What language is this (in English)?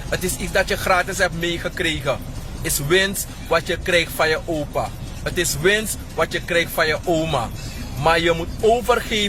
Sranan Tongo